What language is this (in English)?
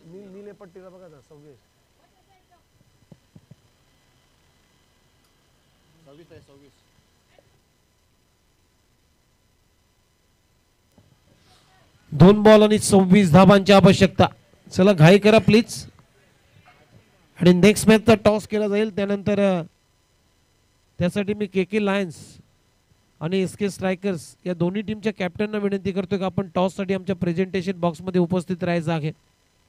Marathi